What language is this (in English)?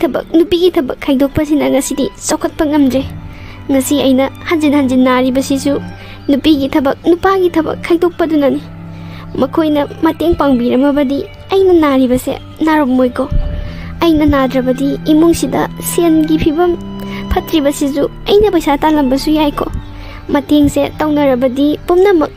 Manipuri